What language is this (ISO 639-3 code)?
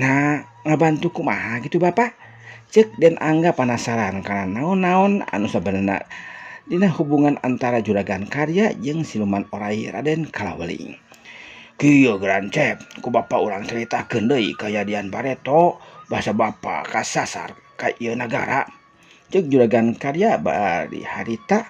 sun